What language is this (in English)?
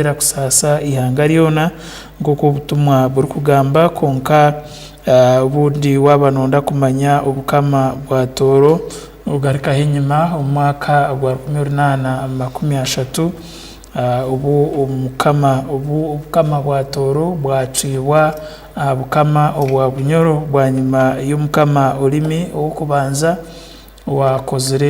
Tooro